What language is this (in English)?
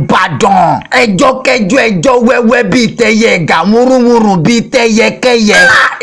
Yoruba